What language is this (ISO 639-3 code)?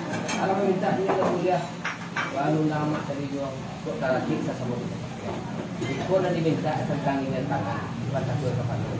min